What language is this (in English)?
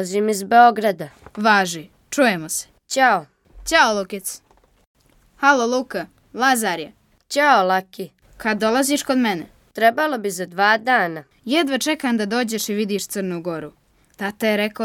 Serbian